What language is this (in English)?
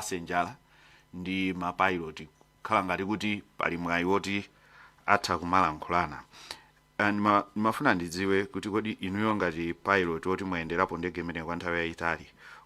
Nyanja